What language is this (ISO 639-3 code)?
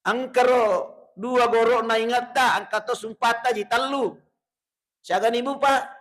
bug